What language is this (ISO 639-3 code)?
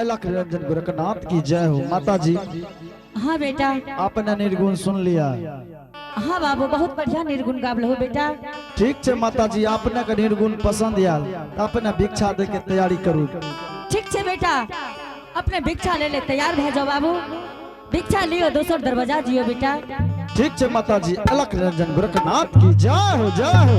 anp